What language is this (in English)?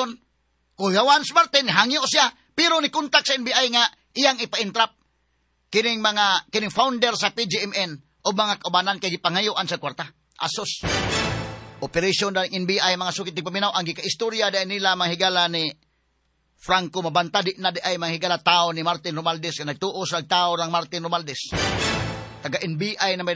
Cebuano